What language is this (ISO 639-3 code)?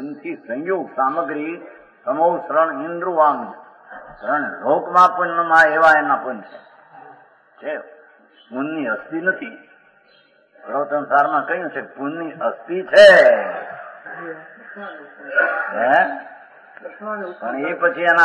guj